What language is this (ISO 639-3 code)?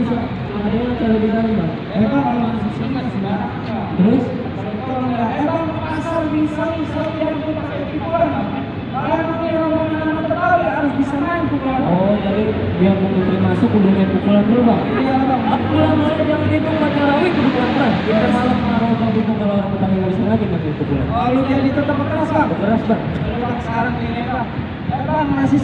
bew